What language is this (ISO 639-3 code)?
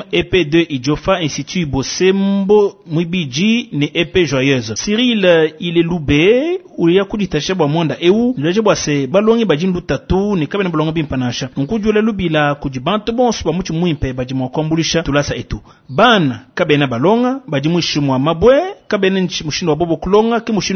lua